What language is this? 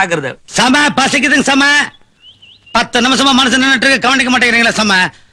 Tamil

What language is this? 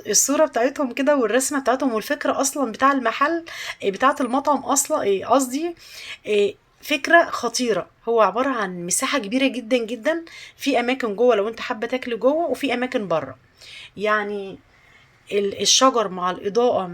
Egyptian Arabic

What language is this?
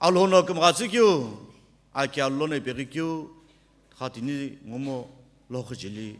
Sumi Naga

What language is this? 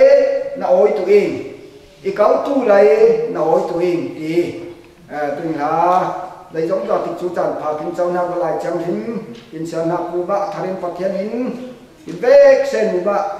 Falam Chin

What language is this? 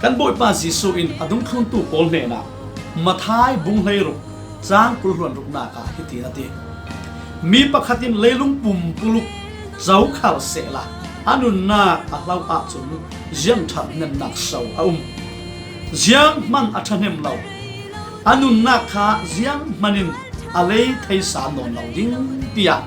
Falam Chin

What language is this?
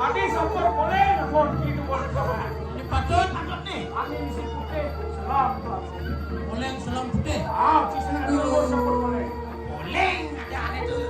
Balinese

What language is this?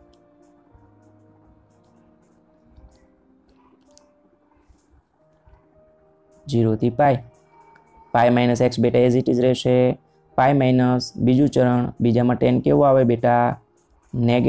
Gujarati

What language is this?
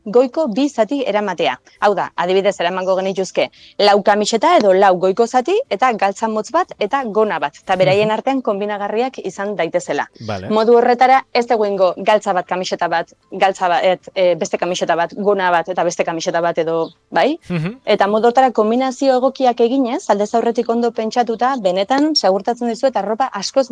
Basque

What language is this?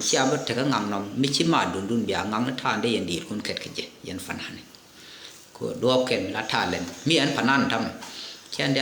Nuer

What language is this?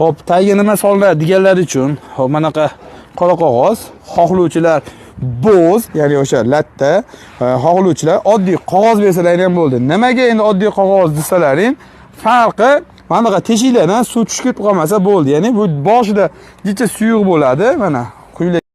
Uzbek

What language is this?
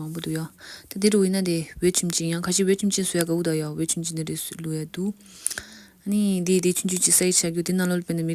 Tibetan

